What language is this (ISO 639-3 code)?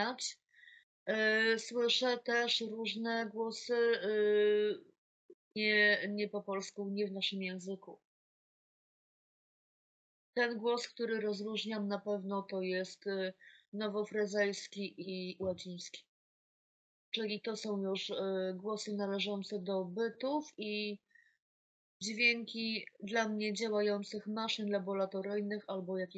pol